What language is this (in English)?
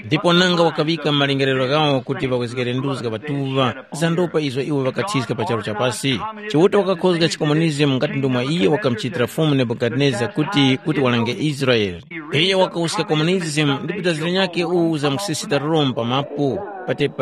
Tumbuka